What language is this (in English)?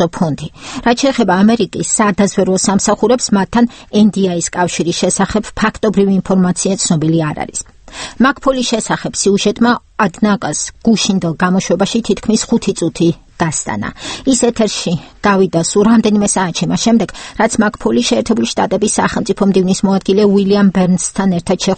Georgian